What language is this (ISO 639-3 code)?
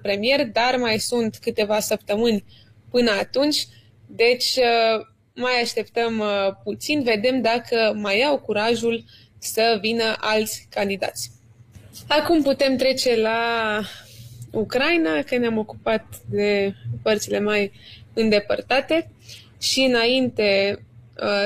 ron